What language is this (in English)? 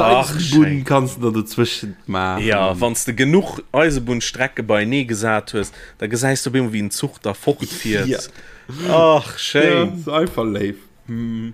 Luxembourgish